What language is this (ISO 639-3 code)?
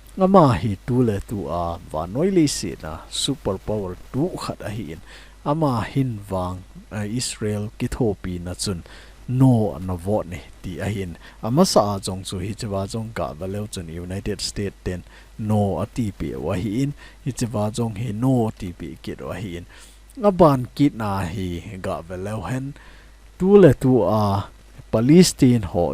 tcz